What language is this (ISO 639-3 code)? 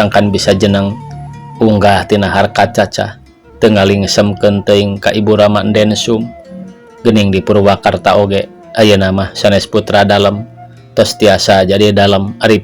sun